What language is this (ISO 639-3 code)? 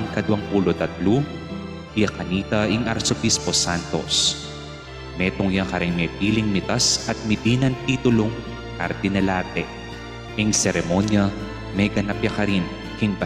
pam